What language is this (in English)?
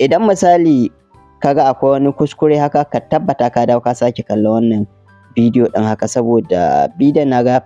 Hausa